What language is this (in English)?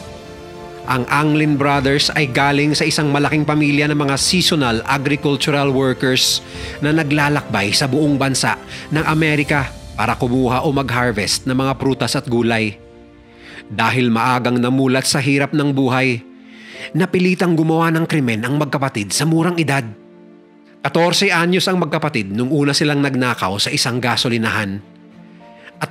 Filipino